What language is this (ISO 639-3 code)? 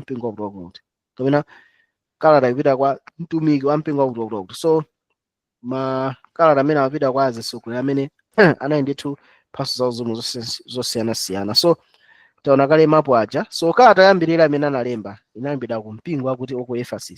nya